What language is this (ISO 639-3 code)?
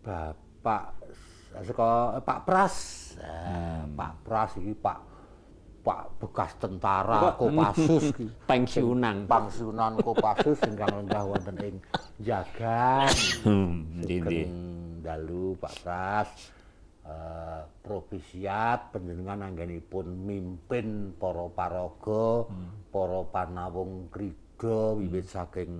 jav